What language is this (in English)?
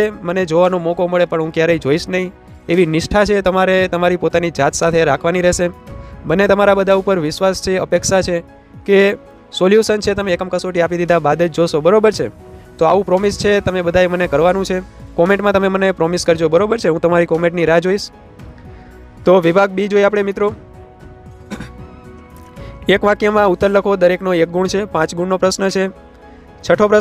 Gujarati